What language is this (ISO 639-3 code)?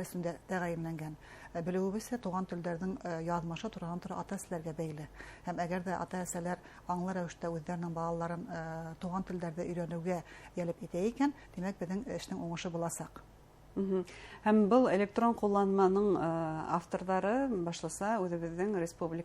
bak